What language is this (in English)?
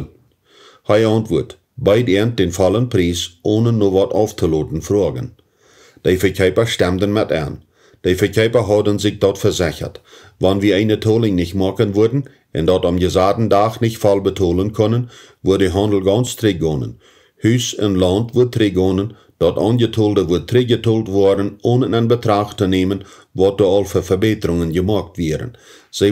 Plautdietsch